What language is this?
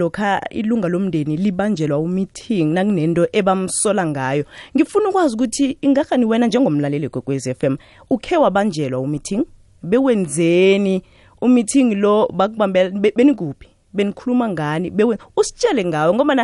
South Ndebele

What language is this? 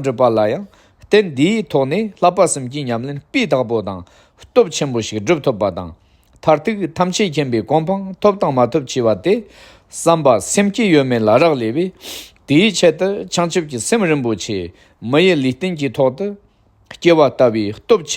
Tibetan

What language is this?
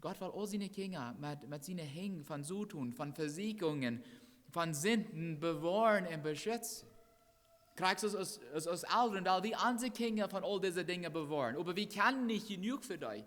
Plautdietsch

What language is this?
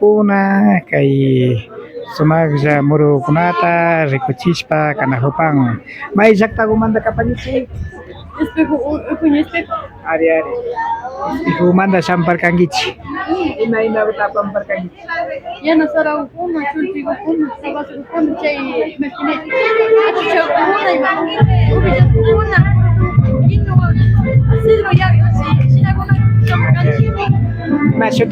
Imbabura Highland Quichua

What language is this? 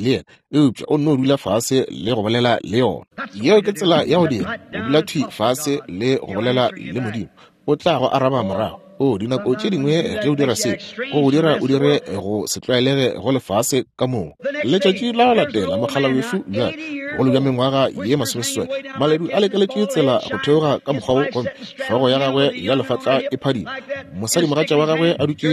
Northern Sotho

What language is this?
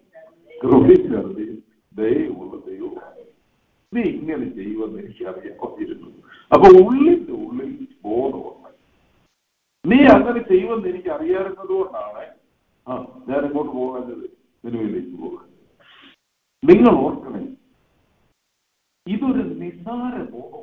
Malayalam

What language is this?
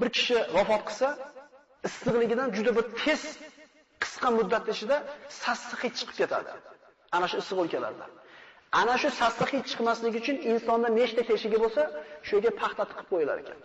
Uzbek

